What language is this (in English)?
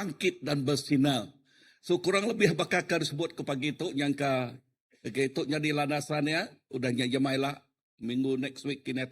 Iban